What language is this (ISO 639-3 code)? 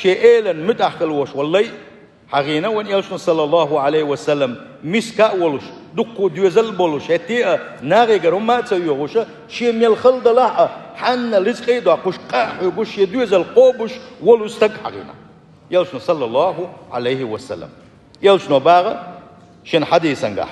che